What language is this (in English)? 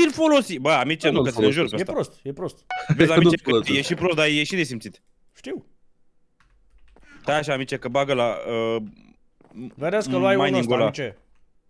Romanian